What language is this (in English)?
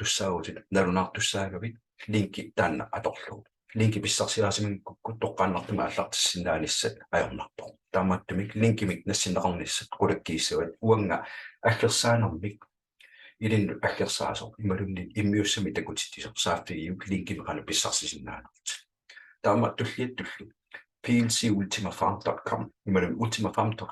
Kalaallisut